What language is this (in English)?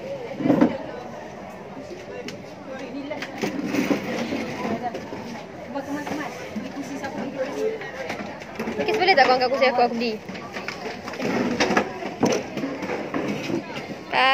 Malay